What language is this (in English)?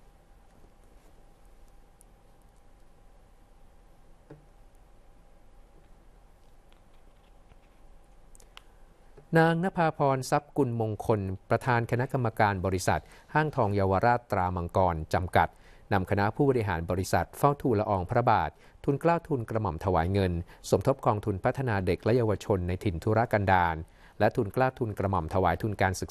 Thai